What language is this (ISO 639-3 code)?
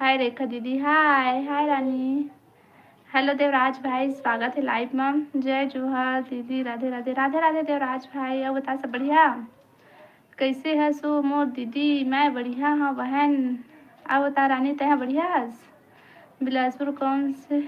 hne